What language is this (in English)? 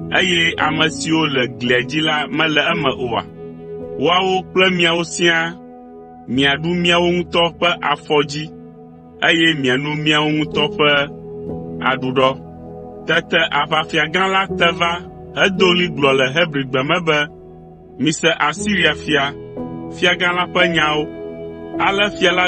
Ewe